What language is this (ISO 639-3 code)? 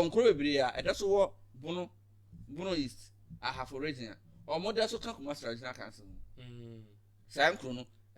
aka